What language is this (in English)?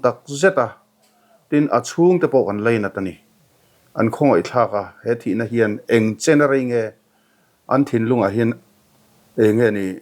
Mizo